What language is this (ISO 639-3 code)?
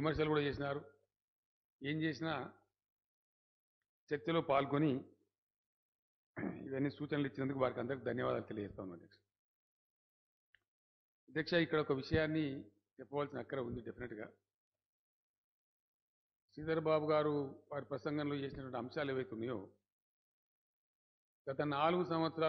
tel